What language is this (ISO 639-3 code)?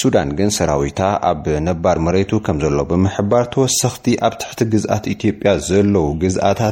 tir